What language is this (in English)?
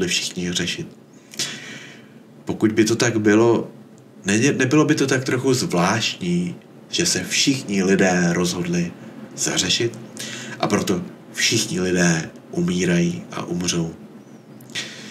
Czech